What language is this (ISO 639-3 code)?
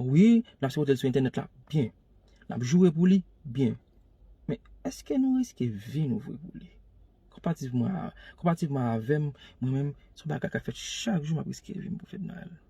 hat